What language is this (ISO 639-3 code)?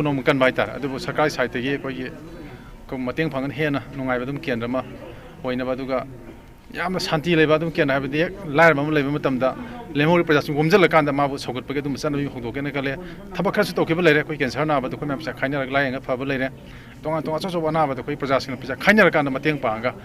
mni